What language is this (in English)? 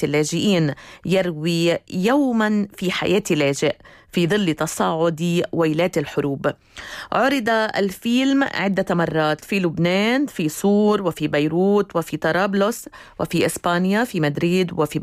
Arabic